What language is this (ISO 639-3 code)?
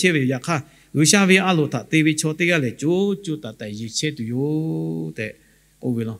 lhu